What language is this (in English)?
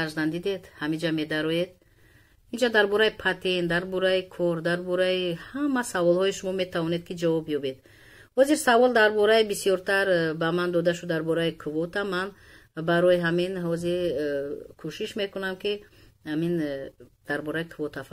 Tajik